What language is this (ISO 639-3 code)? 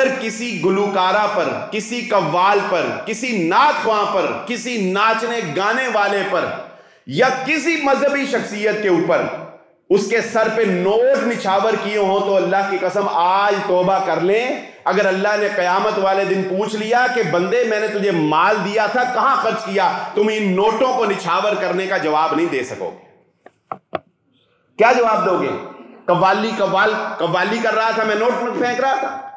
urd